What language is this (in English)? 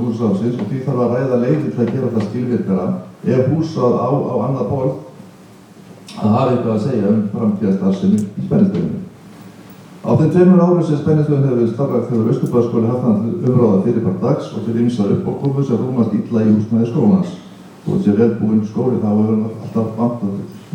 Icelandic